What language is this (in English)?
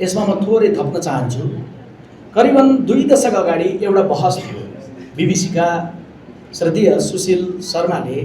Nepali